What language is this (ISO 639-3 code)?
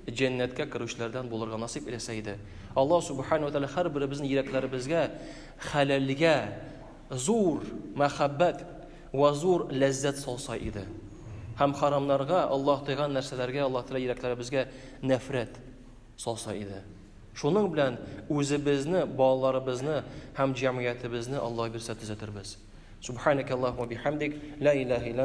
tat